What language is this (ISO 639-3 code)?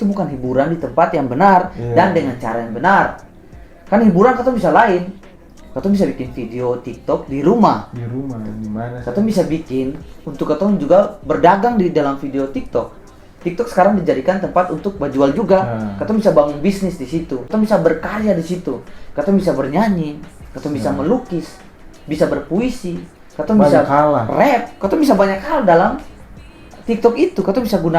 abs